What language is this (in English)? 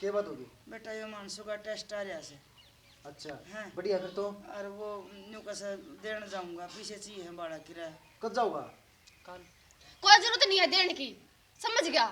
Haryanvi